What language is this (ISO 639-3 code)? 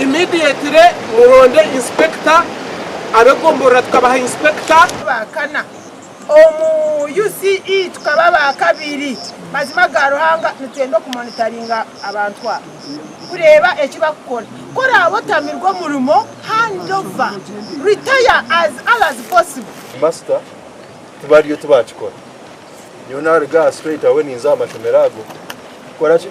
nyn